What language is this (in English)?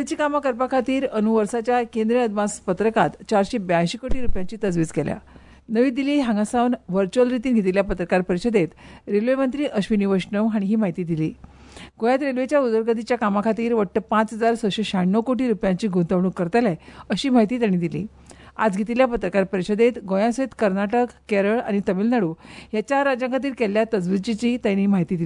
Konkani